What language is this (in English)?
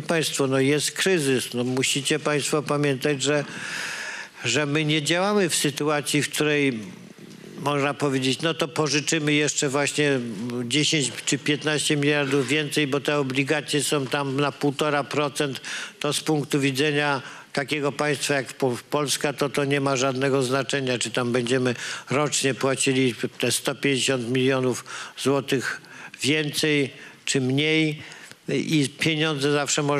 Polish